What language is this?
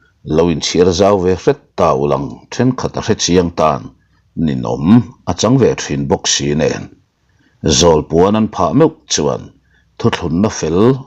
Mizo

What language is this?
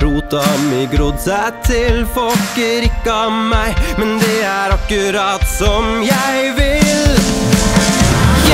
Norwegian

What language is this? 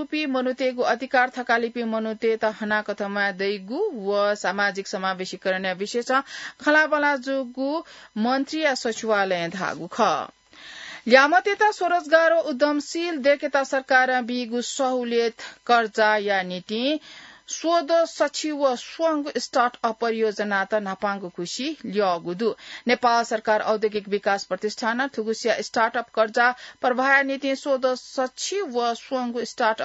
Newari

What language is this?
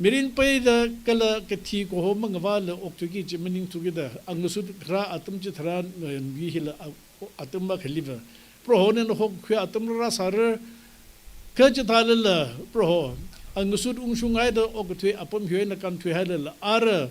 Tangkhul Naga (India)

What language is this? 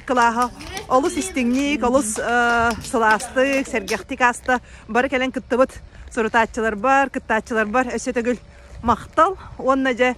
Yakut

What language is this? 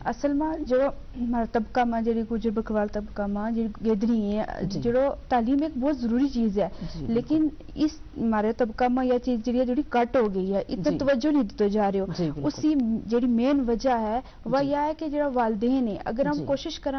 Gujari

